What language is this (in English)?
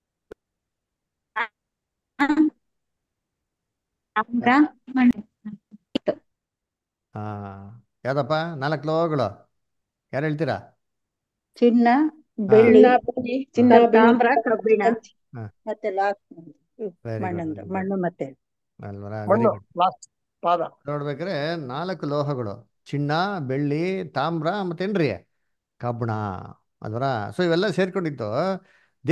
Kannada